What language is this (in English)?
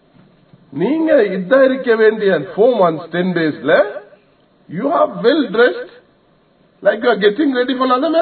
Tamil